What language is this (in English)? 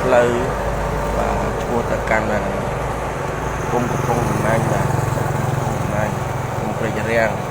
Khmer